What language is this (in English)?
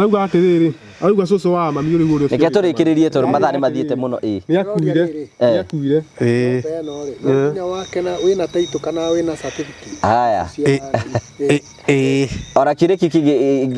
Kikuyu